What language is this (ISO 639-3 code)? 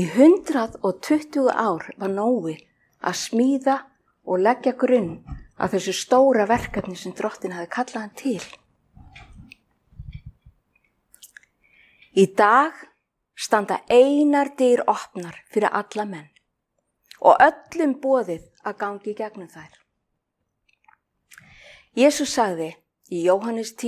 isl